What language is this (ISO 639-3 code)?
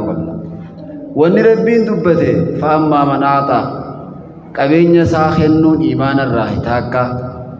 orm